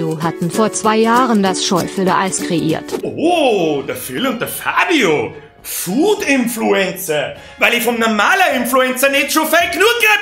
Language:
Bavarian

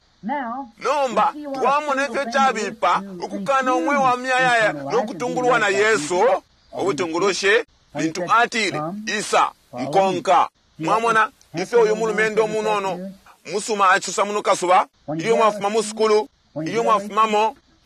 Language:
Bemba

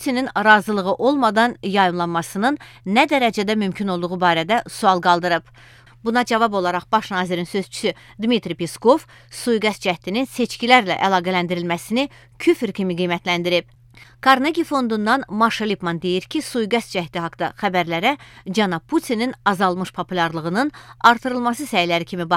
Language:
Azerbaijani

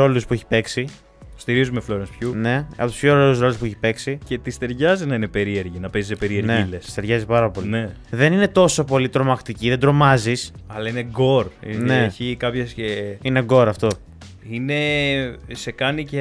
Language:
Greek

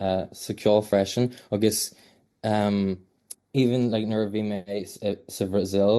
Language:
Irish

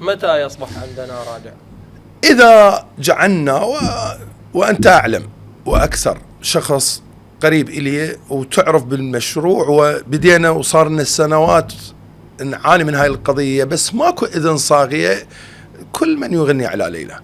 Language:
Mesopotamian Arabic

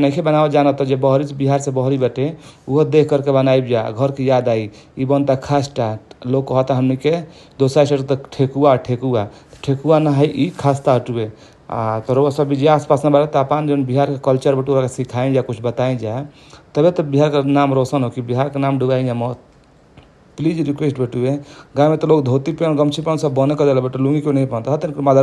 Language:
Bhojpuri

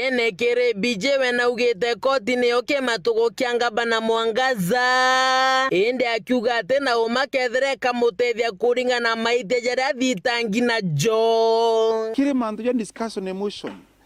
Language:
Meru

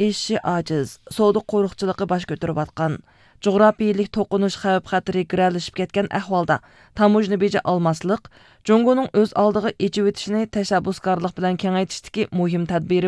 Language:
Uyghur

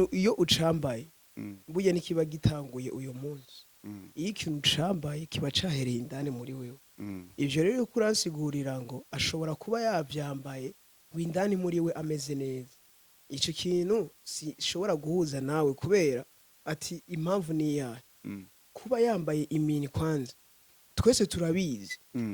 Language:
Rundi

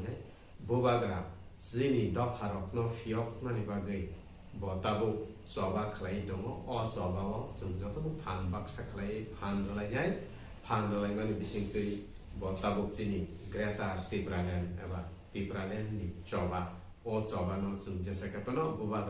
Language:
Kok Borok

